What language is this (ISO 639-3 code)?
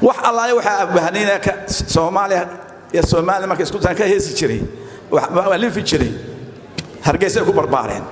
som